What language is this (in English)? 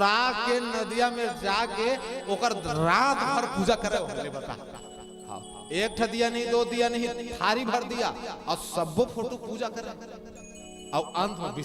Chhattisgarhi